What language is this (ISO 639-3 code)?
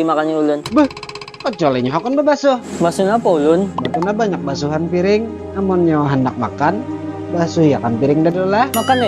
bjn